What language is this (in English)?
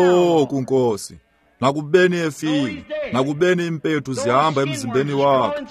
Xhosa